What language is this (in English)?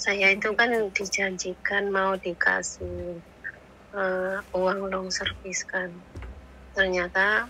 Musi